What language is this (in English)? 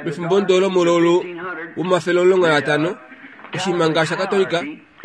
Kuanyama